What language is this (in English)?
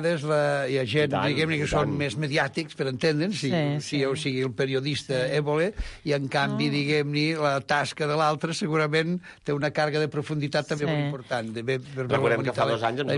Catalan